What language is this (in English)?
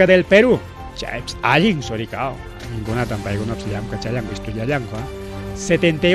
Ayacucho Quechua